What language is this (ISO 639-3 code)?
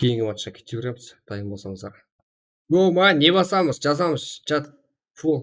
kaa